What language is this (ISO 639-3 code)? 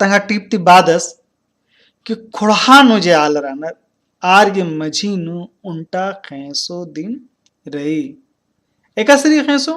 kru